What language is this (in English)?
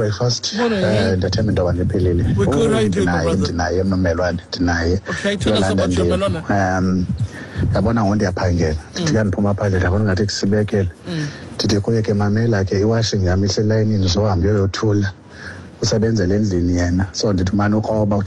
Xhosa